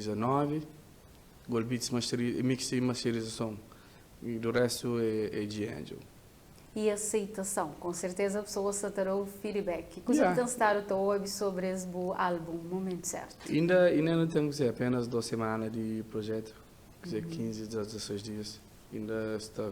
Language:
Kabuverdianu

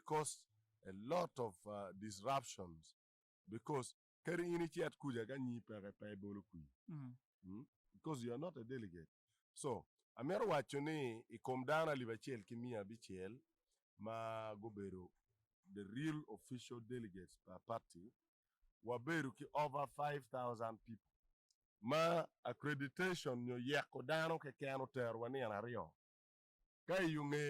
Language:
Acoli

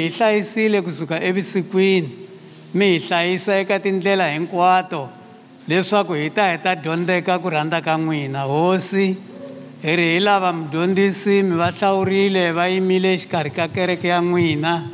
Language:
Tsonga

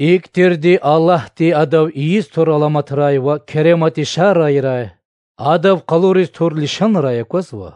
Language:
Lezghian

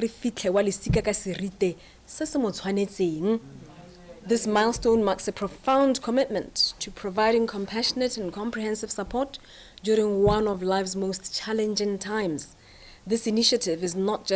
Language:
Tswana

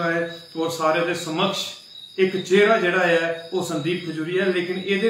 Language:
Dogri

